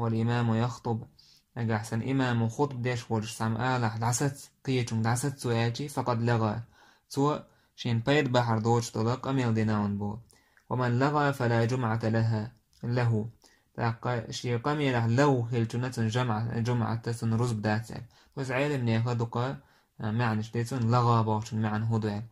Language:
Chechen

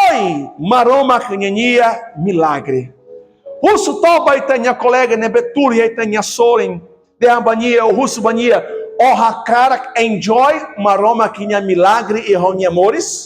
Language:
Tetum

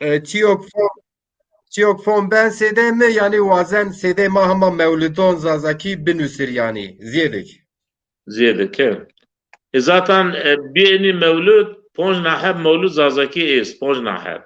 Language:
Zaza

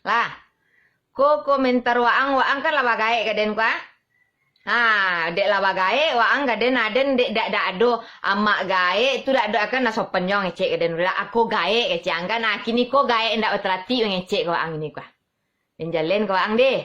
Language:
Minangkabau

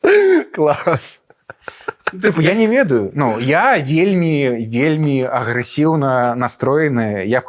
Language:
Belarusian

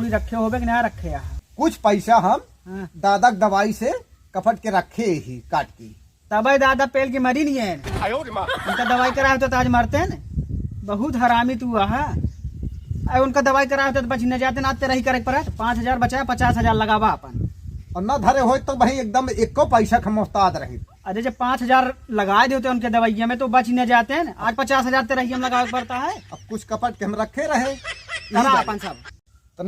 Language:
Awadhi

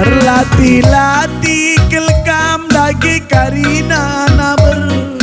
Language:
Batak Karo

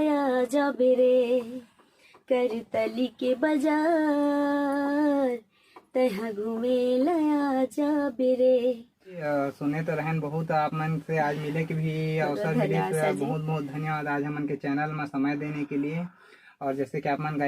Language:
Chhattisgarhi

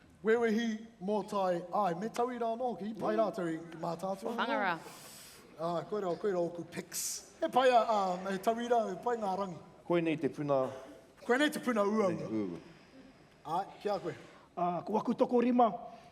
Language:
Māori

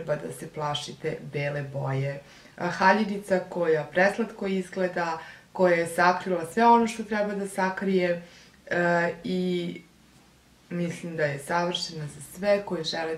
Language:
Serbian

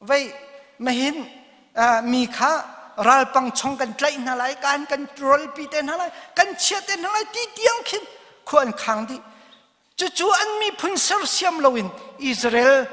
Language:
Hakha Chin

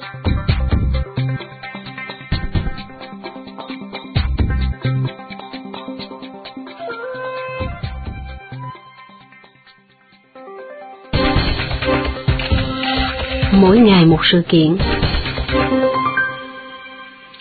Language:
Vietnamese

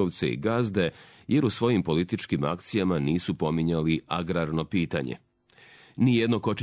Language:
Serbian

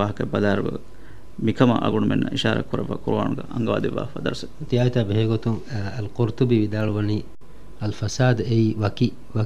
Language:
Divehi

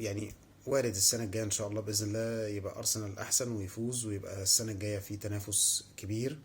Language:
Egyptian Arabic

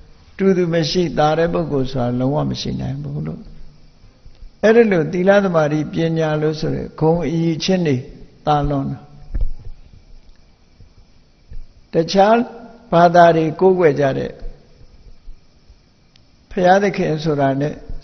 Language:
Burmese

